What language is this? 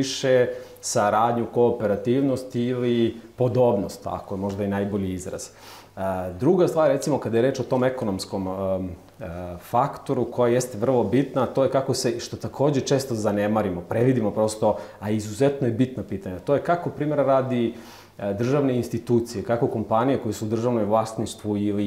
Serbian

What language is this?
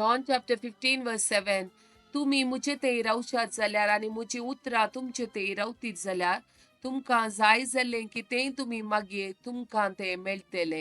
Konkani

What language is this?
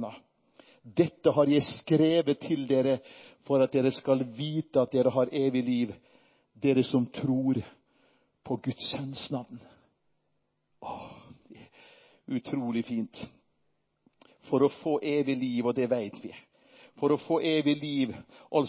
Norwegian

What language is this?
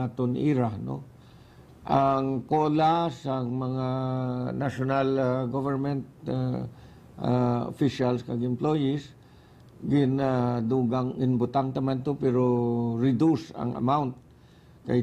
Hiligaynon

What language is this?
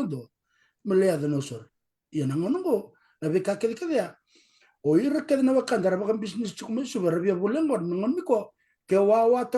Fijian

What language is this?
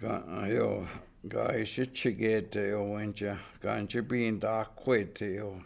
Chippewa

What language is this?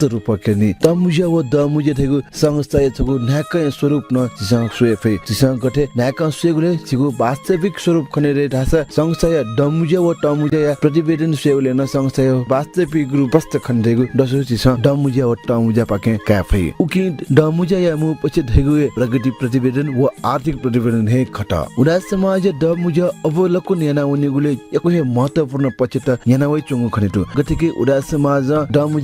Newari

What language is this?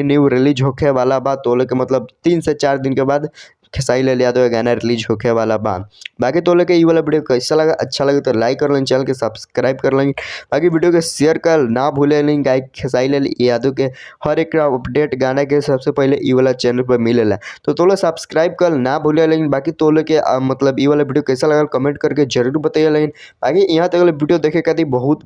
Bhojpuri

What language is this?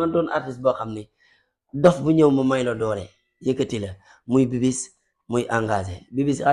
Wolof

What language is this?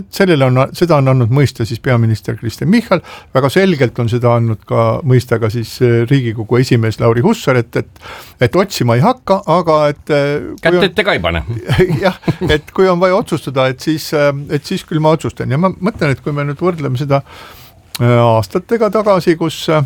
Estonian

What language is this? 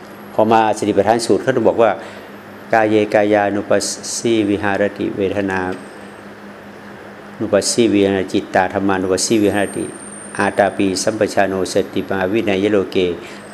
Thai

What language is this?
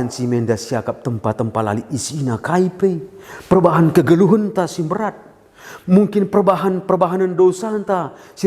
Batak Karo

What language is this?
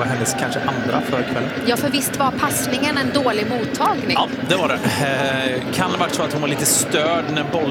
Swedish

